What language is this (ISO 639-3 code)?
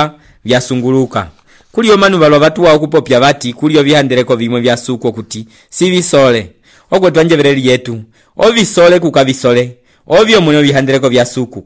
umb